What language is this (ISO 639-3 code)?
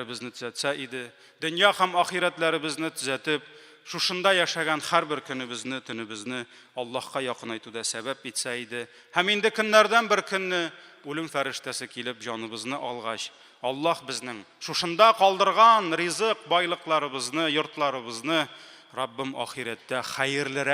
tat